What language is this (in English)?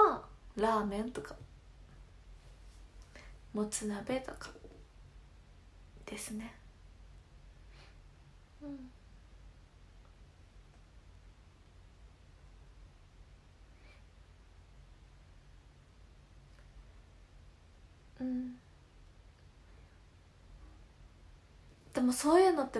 Japanese